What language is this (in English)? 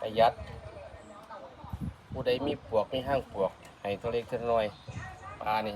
Lao